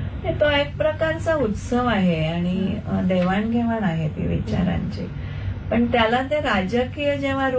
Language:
Marathi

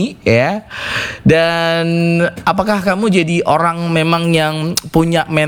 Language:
Indonesian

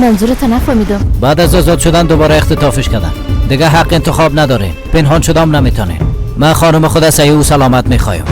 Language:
Persian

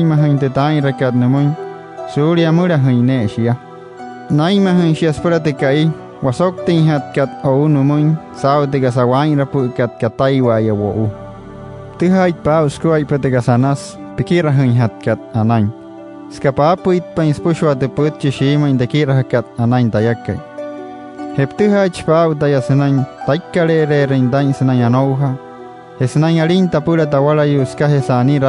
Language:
Wayuu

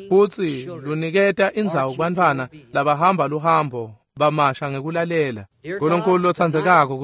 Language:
Swati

